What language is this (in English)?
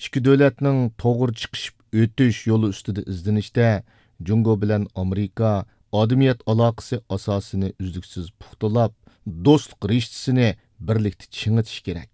Uyghur